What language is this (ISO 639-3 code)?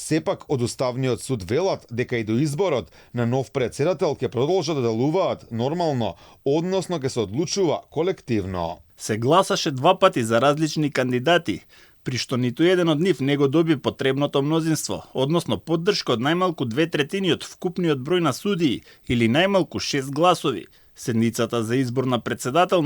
mkd